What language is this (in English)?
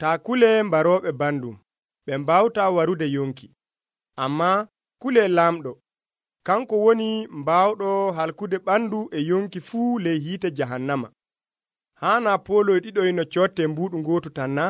Nigerian Fulfulde